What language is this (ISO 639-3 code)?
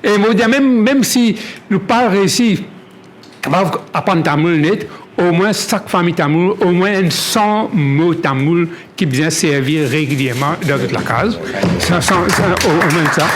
mfe